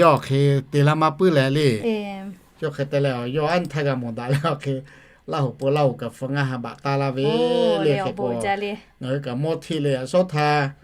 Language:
Lahu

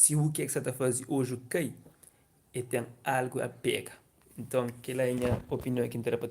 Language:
Kabuverdianu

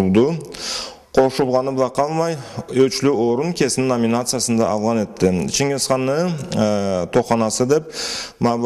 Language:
Karachay-Balkar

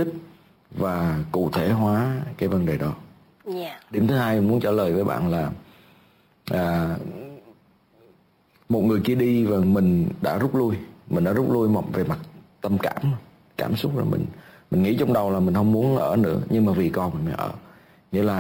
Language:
Vietnamese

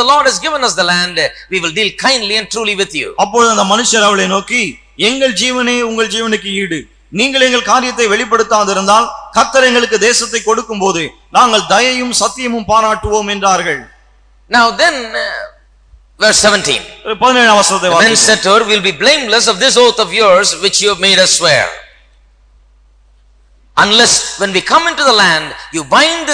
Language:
Tamil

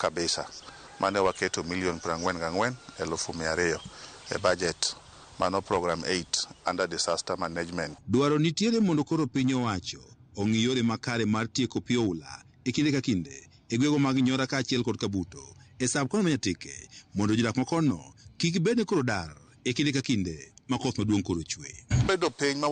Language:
Luo (Kenya and Tanzania)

